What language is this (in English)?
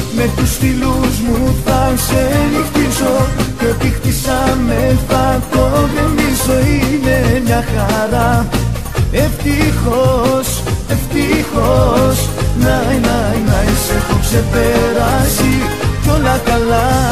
Greek